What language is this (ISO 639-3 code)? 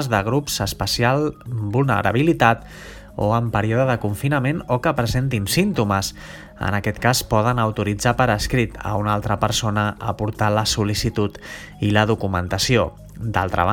cat